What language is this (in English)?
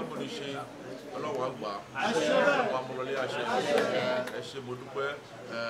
Yoruba